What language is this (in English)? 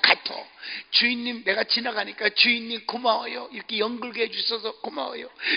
Korean